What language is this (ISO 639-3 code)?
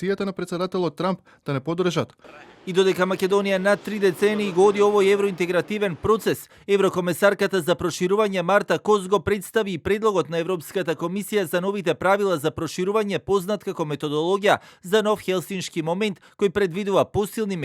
mkd